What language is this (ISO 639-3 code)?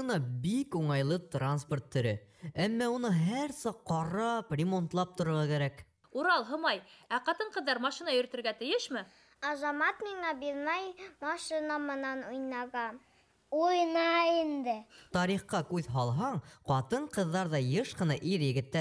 bak